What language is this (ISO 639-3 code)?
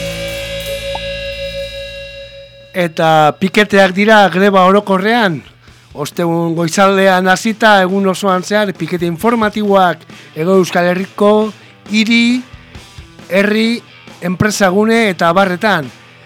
eus